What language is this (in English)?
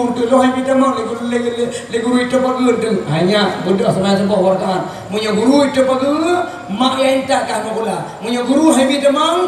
Achinese